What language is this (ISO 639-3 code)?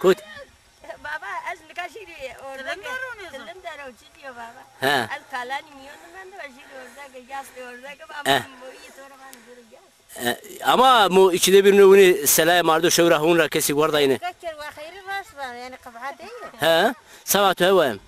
zza